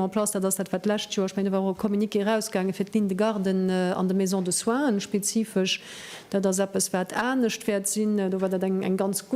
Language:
Luxembourgish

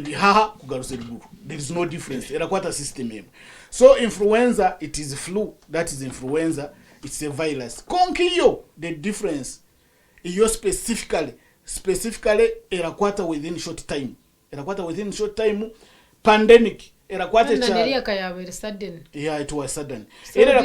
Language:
Nyankole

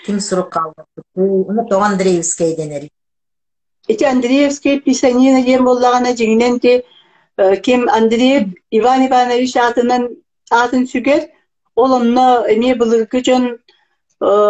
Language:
Yakut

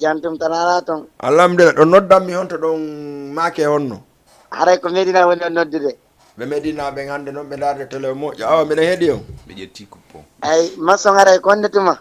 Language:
Fula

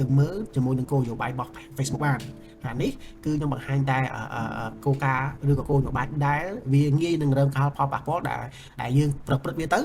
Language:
Khmer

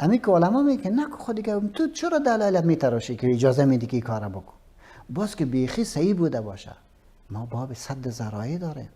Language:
Persian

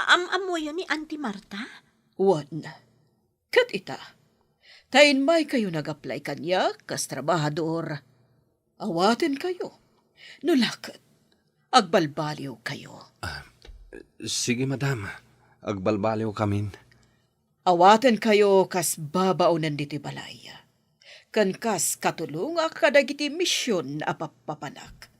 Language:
Iloko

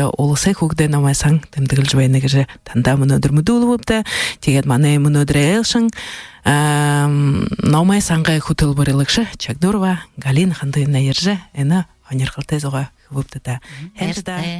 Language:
Buriat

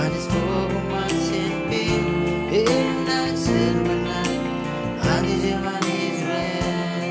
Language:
Marshallese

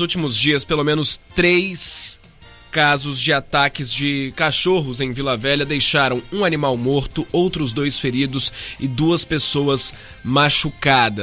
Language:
Portuguese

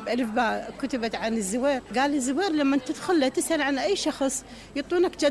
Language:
Mesopotamian Arabic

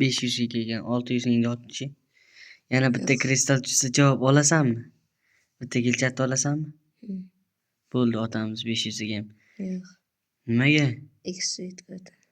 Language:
Uzbek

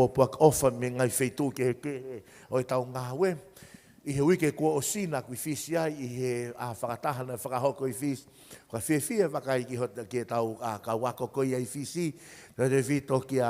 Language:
Tongan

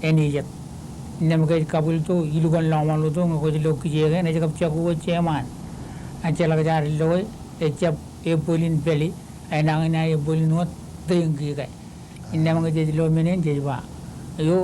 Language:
Marshallese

